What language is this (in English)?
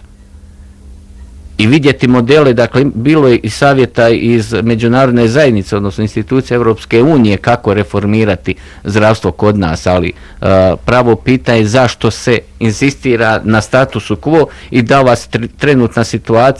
Croatian